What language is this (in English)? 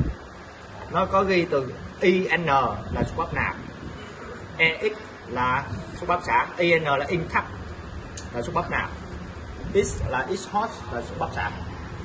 Vietnamese